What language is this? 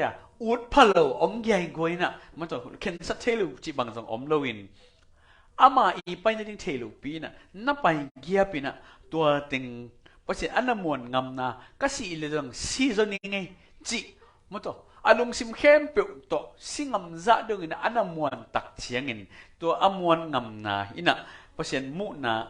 Tedim Chin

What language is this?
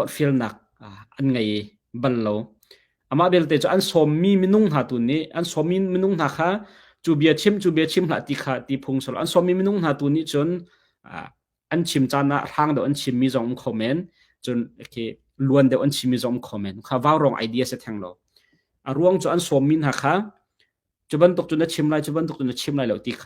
Hakha Chin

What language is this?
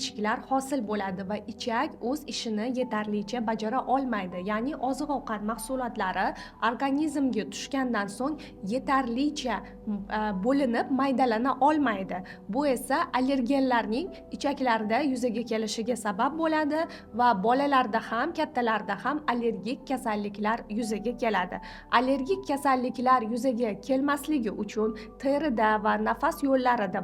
Uzbek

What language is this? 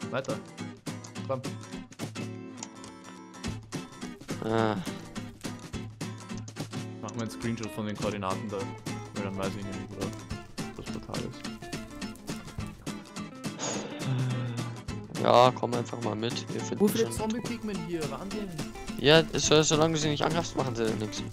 German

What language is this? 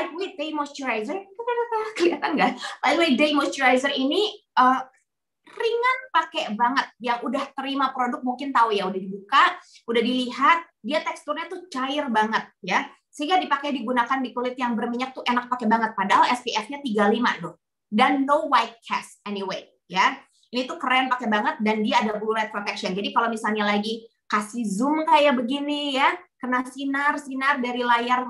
Indonesian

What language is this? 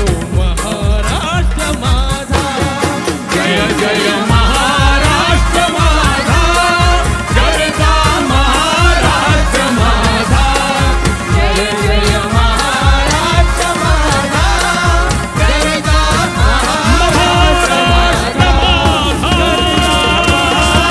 Marathi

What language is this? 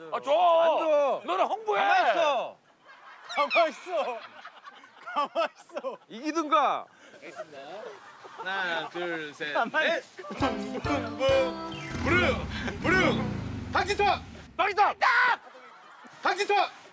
Korean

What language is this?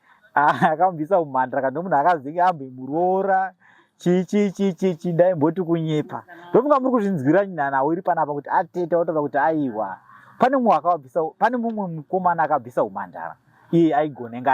Shona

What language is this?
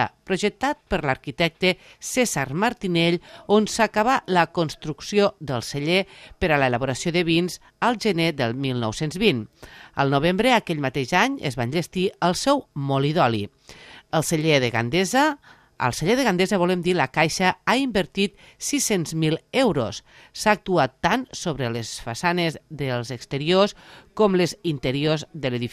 Catalan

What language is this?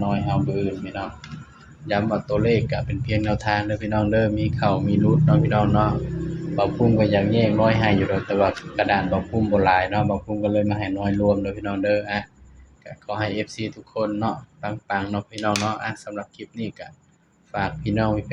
Northeastern Thai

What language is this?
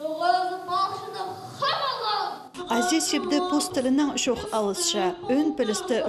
Khakas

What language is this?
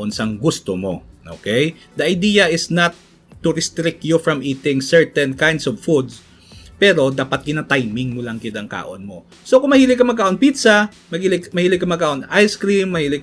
Hiligaynon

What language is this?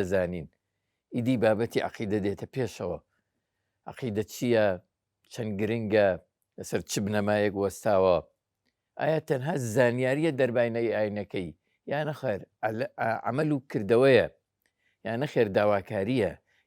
Central Kurdish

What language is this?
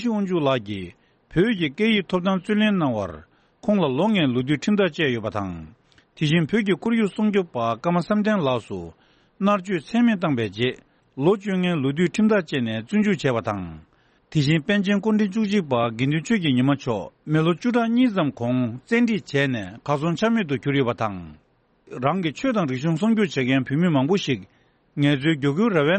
Tibetan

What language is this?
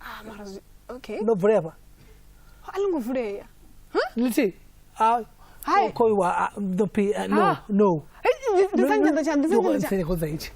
Venda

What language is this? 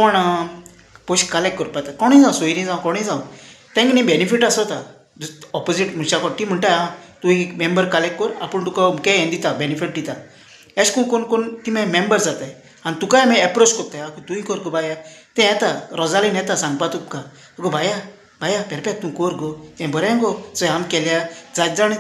Konkani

